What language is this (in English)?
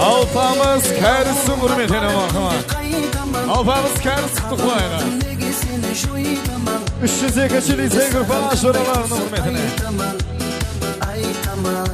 Kara-Kalpak